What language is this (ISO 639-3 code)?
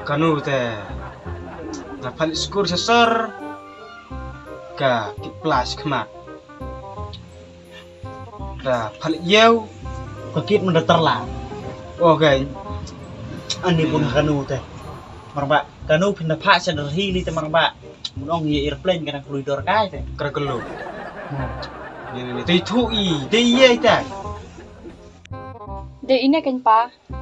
kha